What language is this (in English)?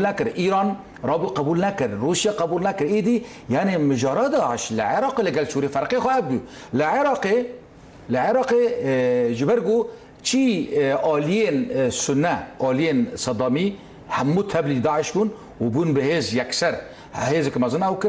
Kurdish